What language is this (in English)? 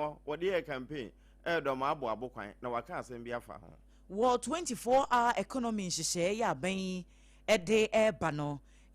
Akan